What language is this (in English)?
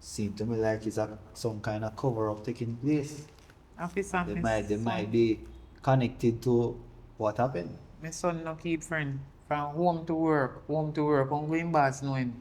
Jamaican Creole English